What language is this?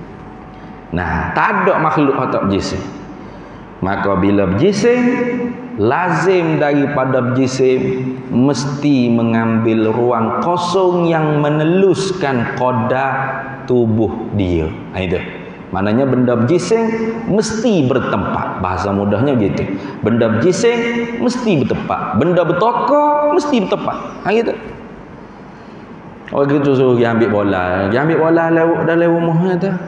Malay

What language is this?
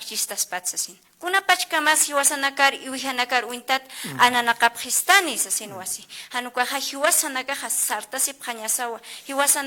Aymara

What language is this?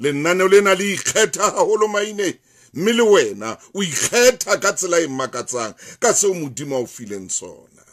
Southern Sotho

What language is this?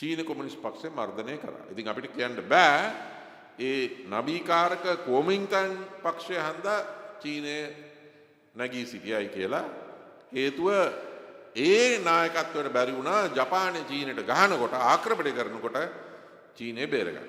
Sinhala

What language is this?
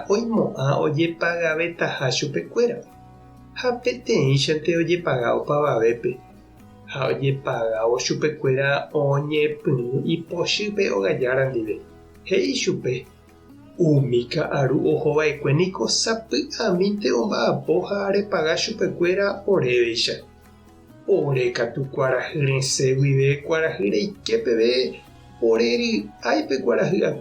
Guarani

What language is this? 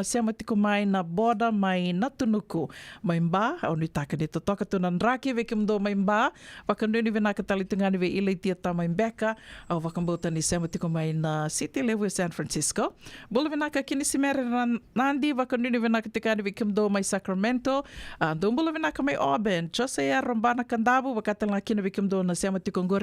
Fijian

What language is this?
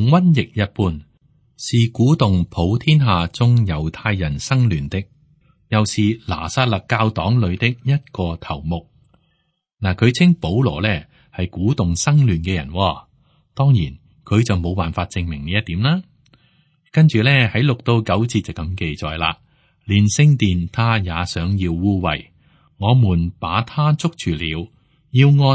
Cantonese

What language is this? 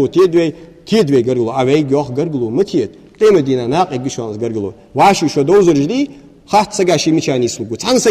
Ingush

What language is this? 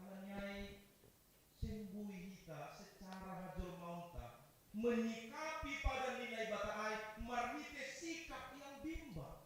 Batak Simalungun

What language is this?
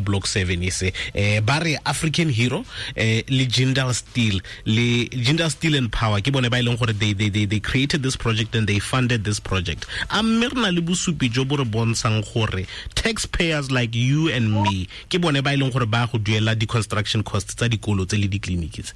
Tswana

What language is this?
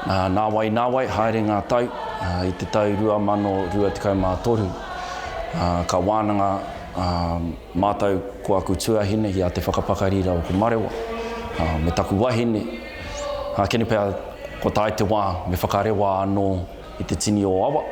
Māori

